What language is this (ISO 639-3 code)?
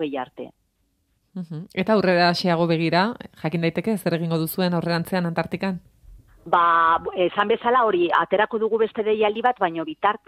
eus